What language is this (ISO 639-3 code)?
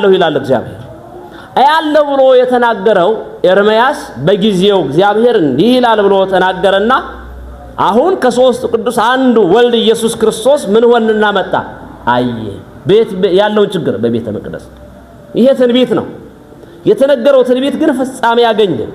amh